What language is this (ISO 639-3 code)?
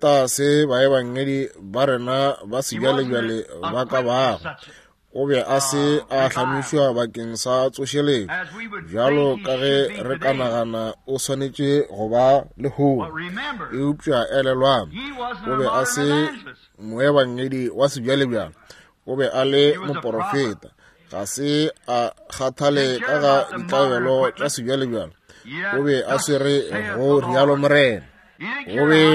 nso